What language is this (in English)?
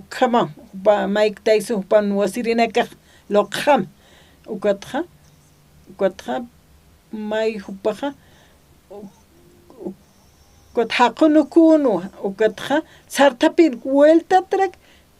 Aymara